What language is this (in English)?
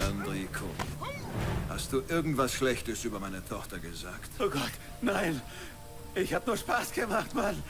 Bavarian